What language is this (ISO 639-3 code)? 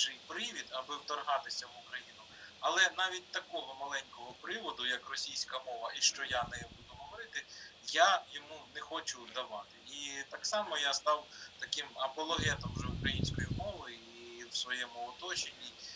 ukr